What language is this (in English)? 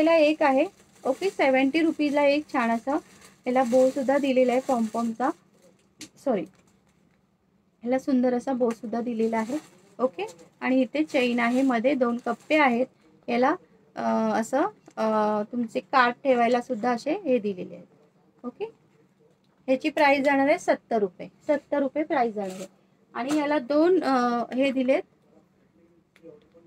Marathi